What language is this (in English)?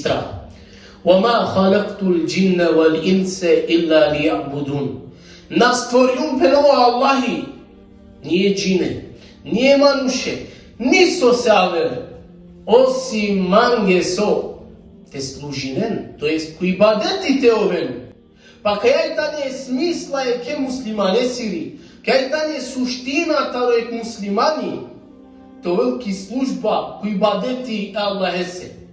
Balkan Romani